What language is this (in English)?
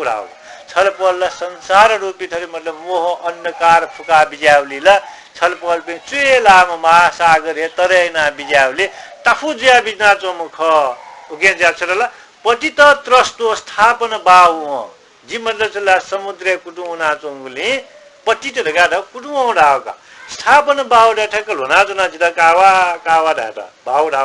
Newari